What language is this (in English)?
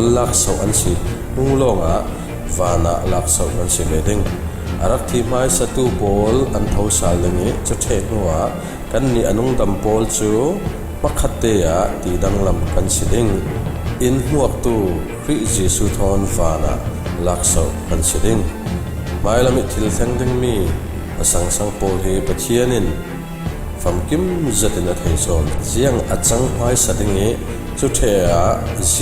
Falam Chin